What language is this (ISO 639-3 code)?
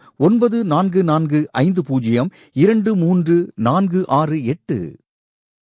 tam